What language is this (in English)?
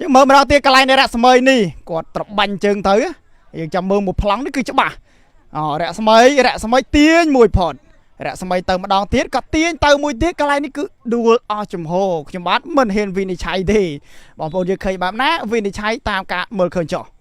Khmer